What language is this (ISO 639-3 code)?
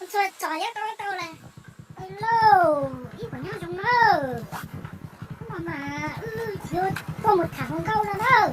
hmn